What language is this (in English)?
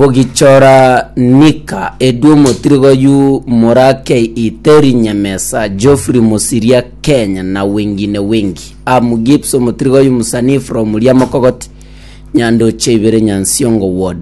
Gusii